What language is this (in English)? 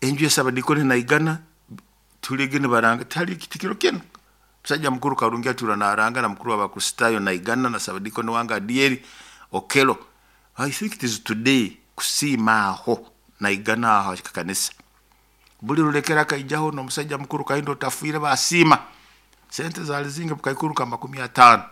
Nyoro